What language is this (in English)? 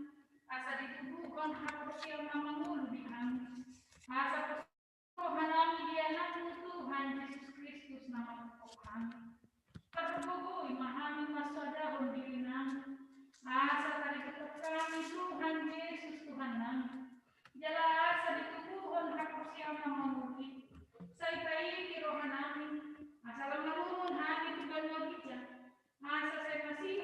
Batak Toba